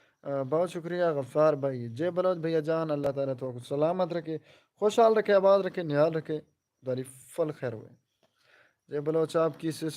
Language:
Saraiki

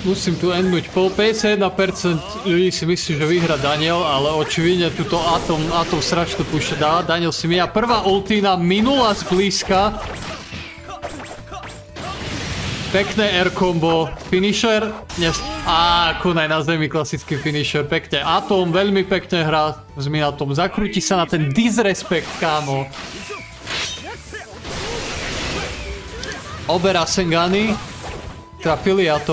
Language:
Slovak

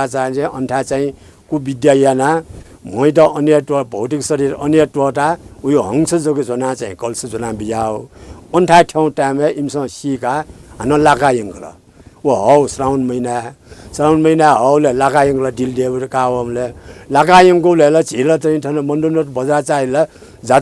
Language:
Newari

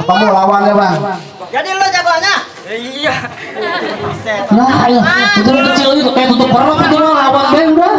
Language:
Betawi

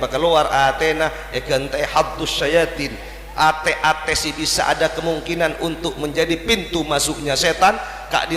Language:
Madurese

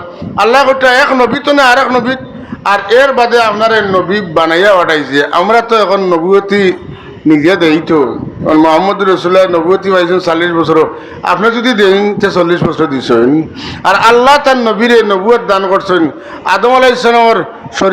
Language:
Sylheti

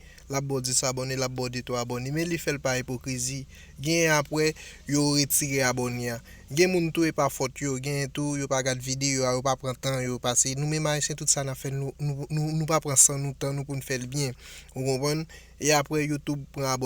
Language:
Haitian Creole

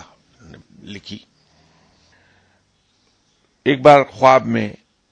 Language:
Urdu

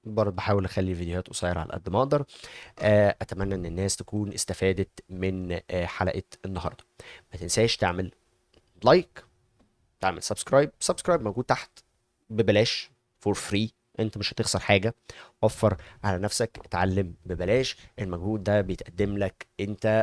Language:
Egyptian Arabic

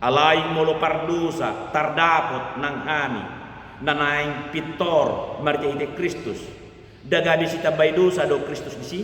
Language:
Batak Toba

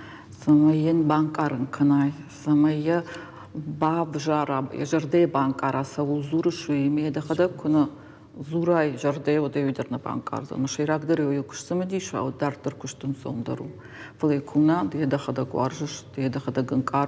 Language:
Ossetic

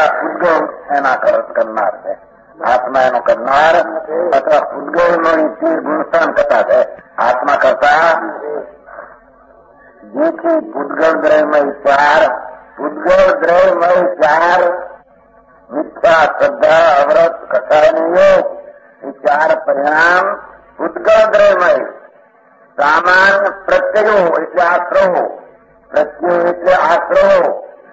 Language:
Gujarati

